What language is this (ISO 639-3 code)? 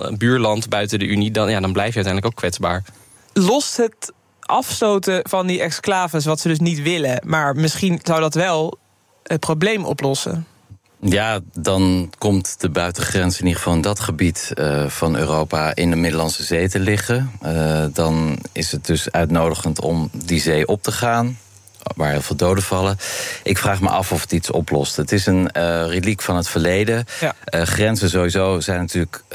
nld